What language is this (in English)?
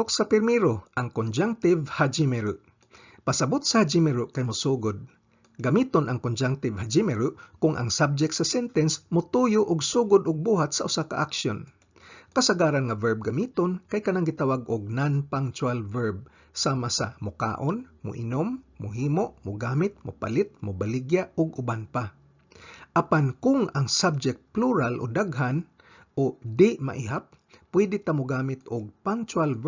Cebuano